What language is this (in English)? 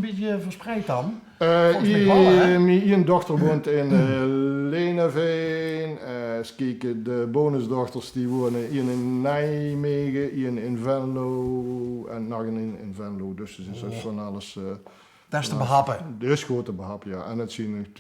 Limburgish